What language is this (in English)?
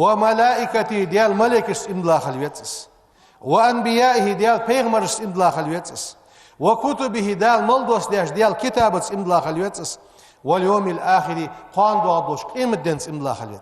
Ingush